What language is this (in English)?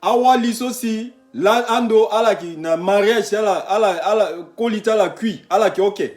Sango